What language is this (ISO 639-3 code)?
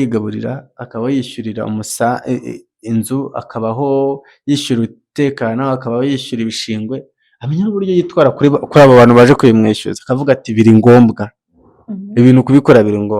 kin